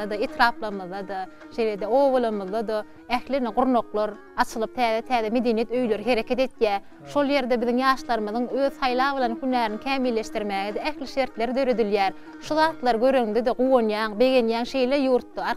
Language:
Turkmen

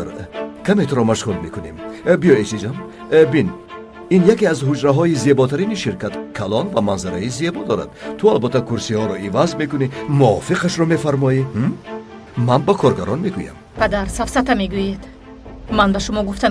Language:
Tajik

